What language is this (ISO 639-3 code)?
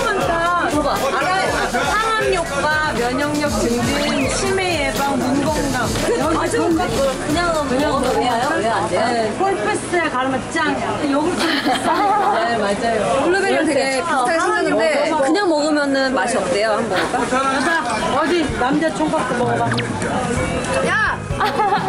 kor